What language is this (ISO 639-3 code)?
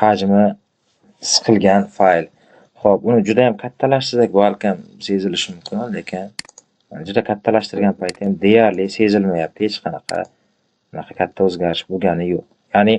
uzb